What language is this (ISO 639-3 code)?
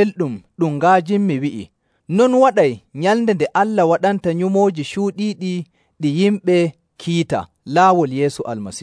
fuv